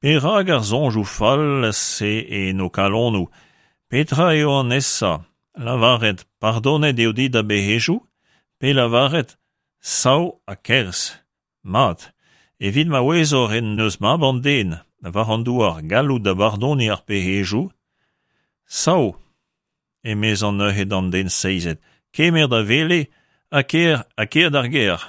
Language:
Breton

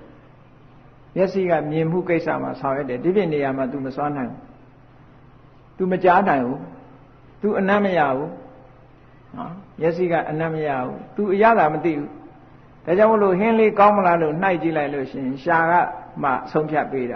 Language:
Burmese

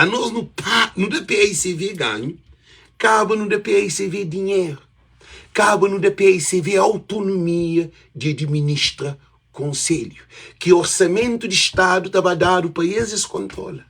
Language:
Kabuverdianu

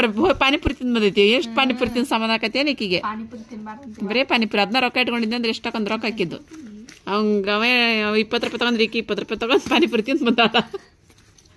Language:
Kannada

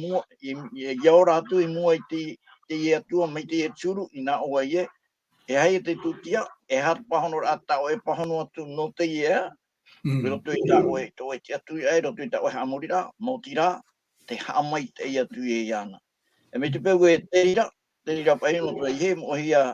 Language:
Tahitian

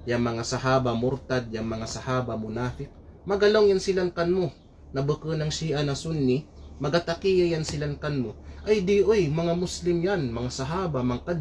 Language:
Kalagan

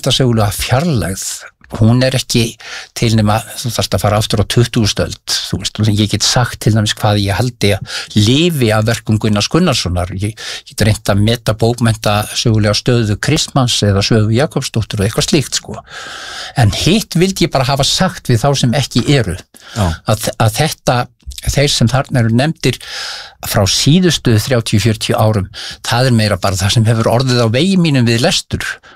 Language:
Icelandic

